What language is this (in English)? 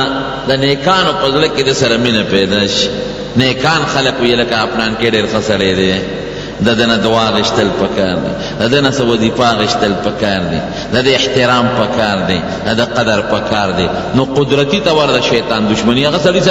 Pashto